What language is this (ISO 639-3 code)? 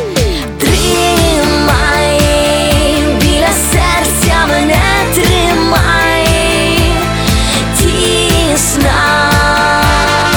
ukr